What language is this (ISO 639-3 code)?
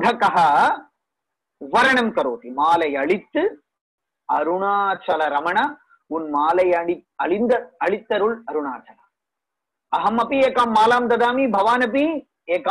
san